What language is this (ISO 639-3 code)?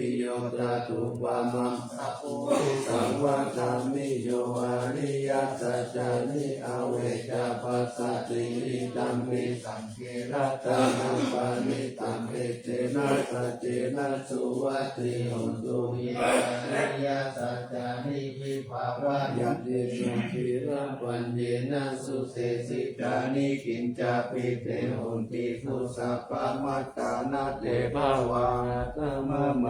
pli